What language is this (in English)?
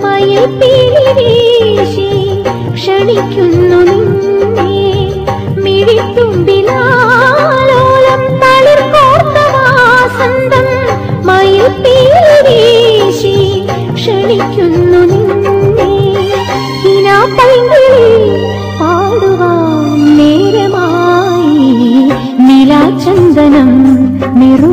Malayalam